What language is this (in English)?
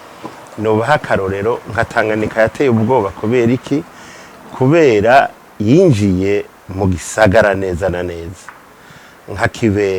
Rundi